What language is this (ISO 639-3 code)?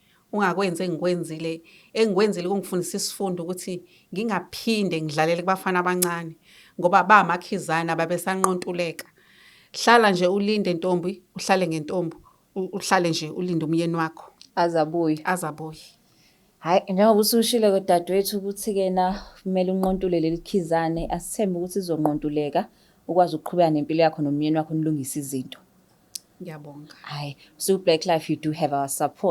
zul